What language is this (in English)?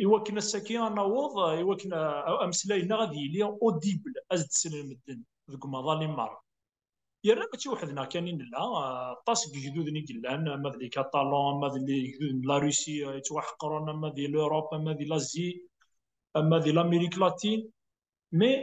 Kabyle